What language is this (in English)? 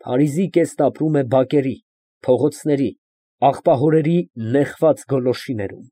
Armenian